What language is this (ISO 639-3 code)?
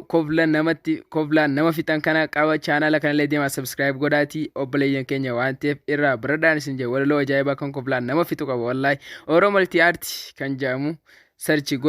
orm